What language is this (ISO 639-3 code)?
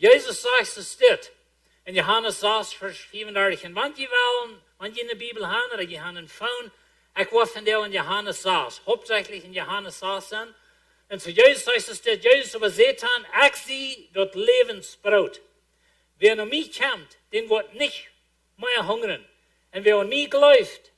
pdt